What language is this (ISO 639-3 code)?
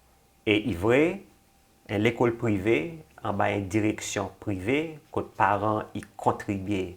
crs